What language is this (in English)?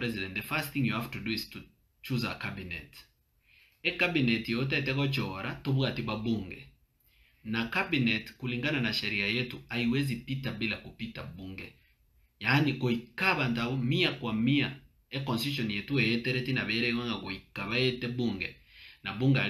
Gusii